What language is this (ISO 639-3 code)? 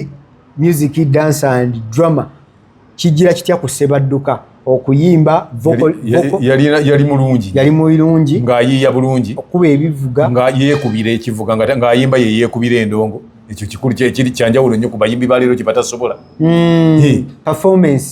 lug